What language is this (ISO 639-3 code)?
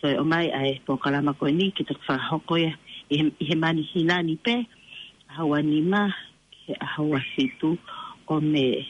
ton